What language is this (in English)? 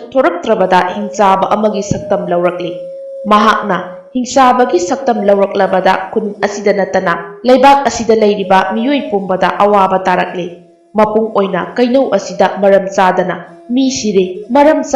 Manipuri